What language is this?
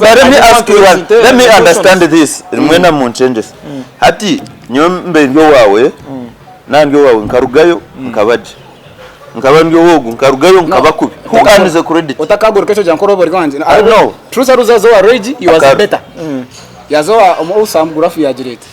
Nyankole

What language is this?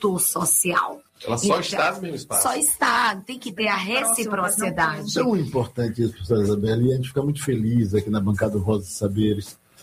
Portuguese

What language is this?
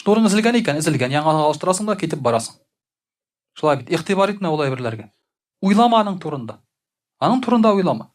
Tatar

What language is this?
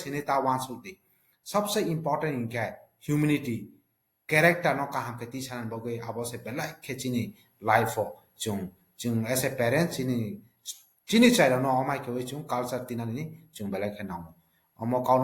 Kok Borok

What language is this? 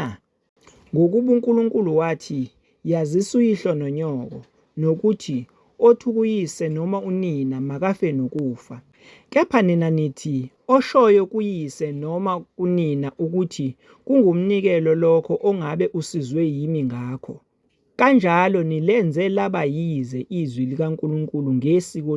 Zulu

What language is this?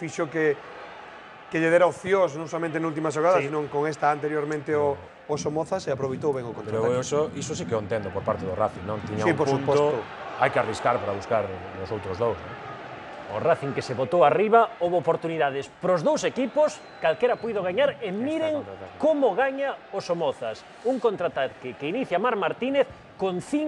Galician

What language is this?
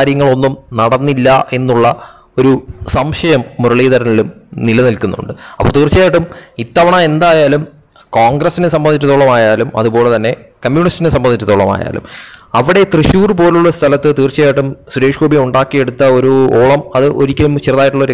Malayalam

